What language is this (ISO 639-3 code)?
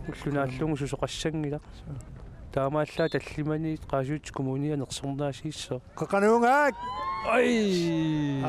kal